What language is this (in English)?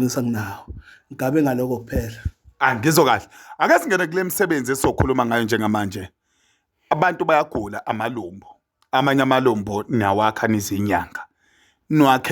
Zulu